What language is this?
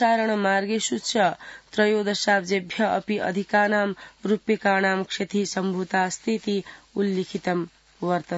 Sanskrit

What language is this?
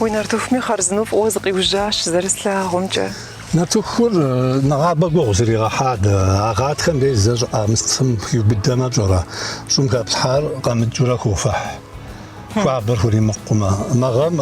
Kabardian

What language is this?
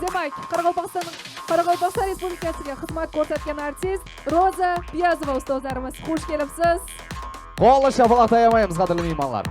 Kara-Kalpak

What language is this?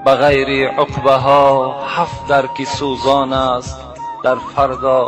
Tajik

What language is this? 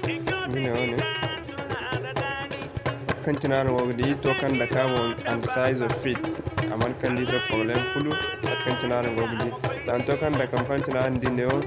Zarma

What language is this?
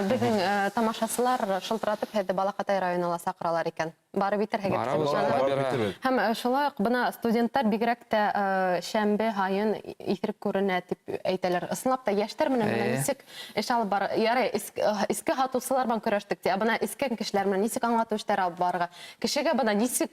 Bashkir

